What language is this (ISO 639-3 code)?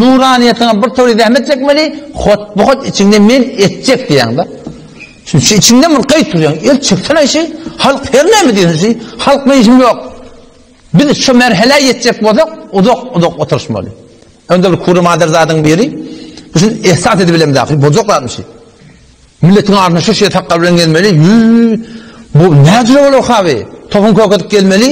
tuk